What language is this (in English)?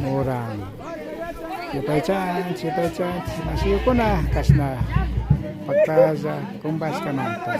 Imbabura Highland Quichua